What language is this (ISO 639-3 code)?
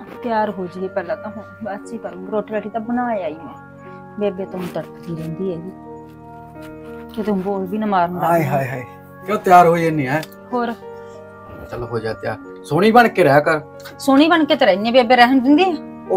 pan